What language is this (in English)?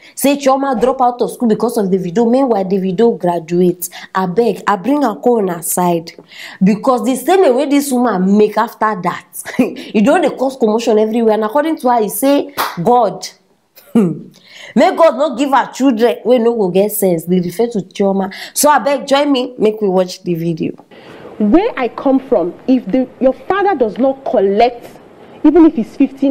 Nigerian Pidgin